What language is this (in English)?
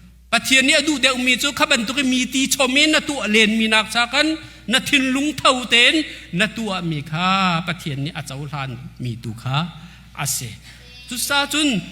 Hakha Chin